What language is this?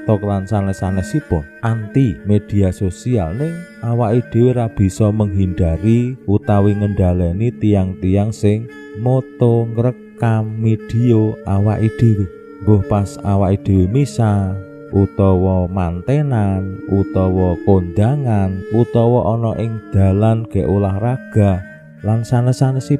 Javanese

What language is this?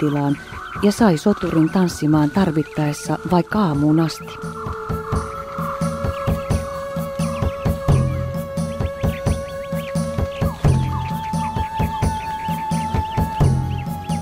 Finnish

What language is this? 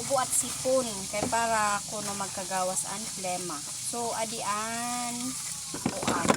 Waray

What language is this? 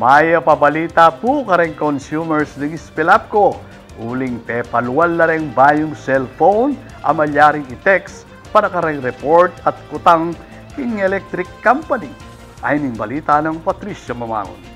Pampanga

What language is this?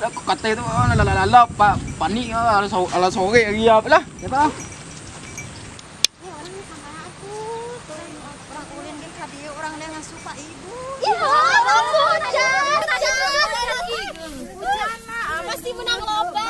Minangkabau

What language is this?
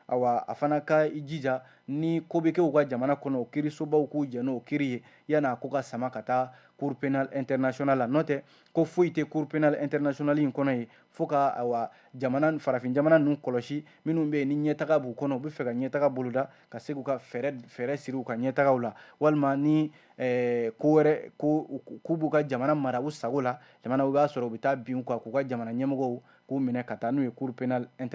Bambara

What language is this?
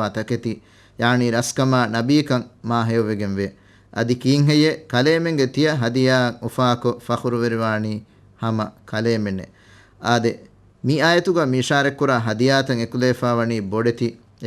Divehi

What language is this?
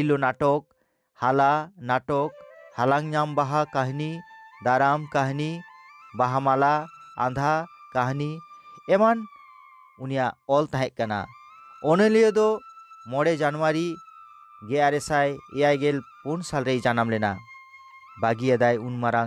Santali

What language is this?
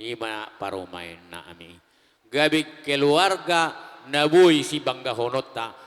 Batak Toba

